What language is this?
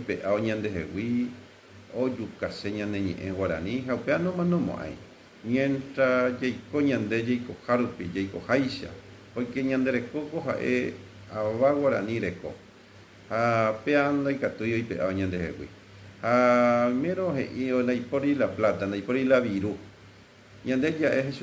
Guarani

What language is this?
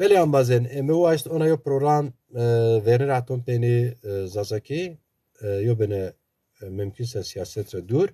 Zaza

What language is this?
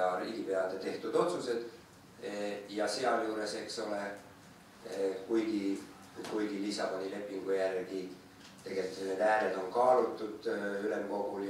Estonian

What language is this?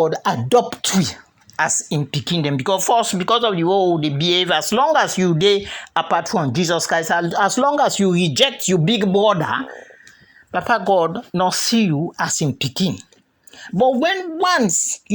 Krio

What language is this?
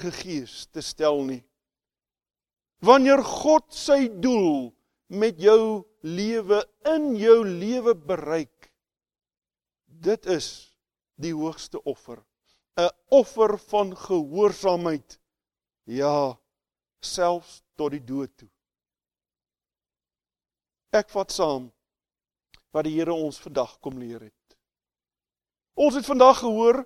Afrikaans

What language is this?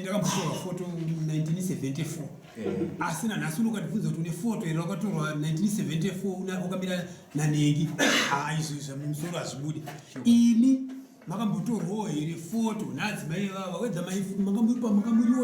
Shona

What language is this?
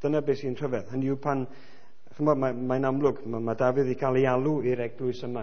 Welsh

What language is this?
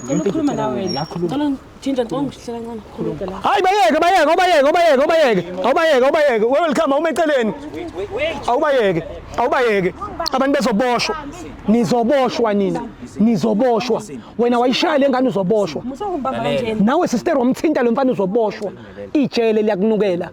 Zulu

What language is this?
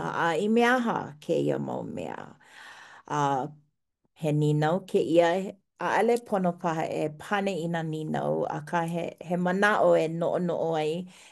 Hawaiian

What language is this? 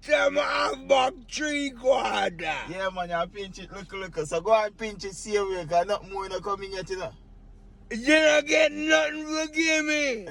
Jamaican Creole English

